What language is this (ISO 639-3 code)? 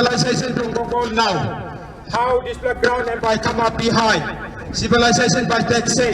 tpi